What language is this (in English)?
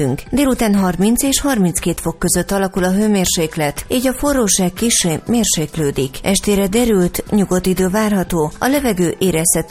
Hungarian